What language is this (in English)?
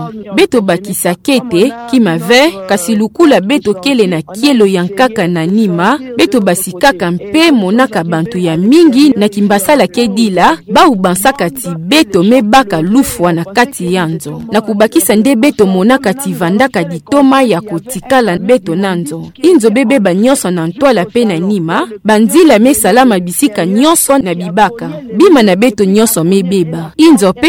Kituba (Democratic Republic of Congo)